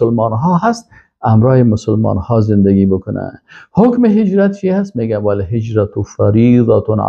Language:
Persian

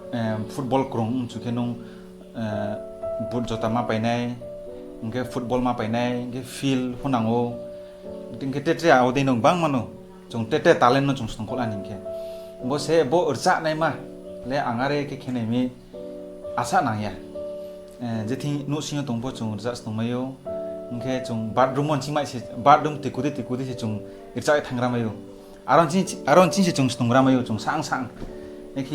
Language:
Riang (India)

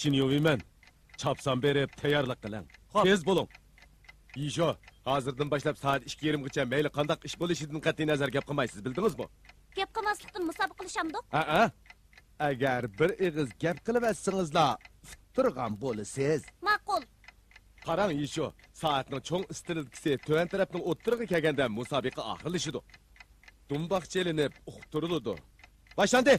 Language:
Uyghur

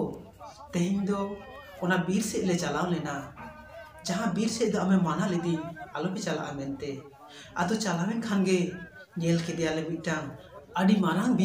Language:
Santali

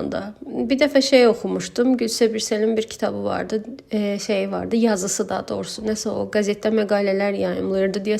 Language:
Azerbaijani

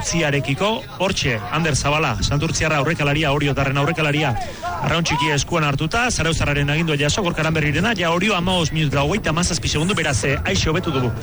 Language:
Basque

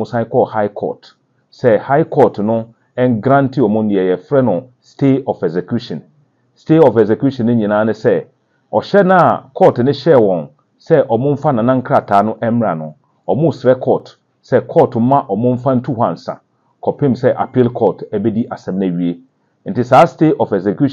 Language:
Akan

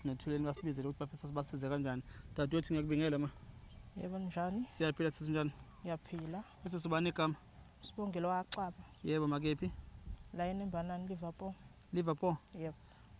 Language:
Zulu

